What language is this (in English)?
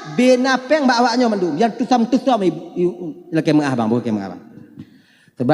Achinese